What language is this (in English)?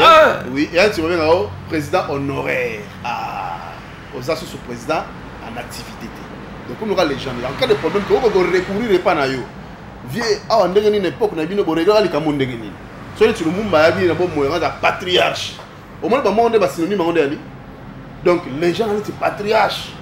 Lingala